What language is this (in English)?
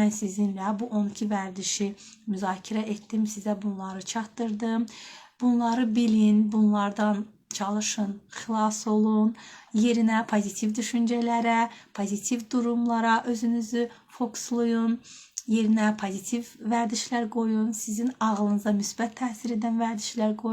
Azerbaijani